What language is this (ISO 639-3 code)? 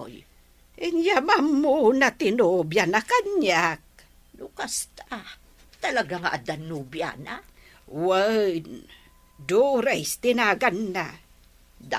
ilo